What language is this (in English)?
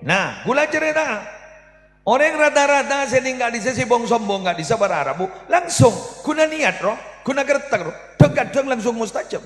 Madurese